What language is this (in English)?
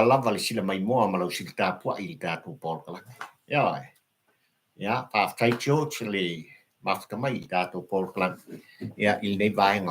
Samoan